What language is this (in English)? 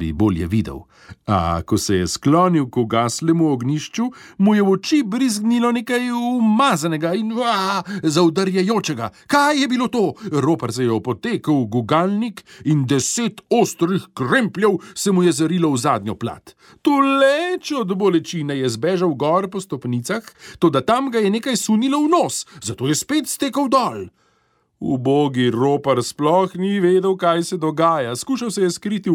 Slovenian